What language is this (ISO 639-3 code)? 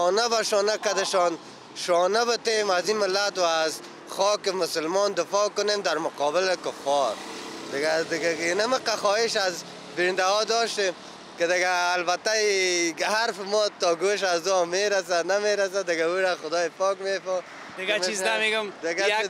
fas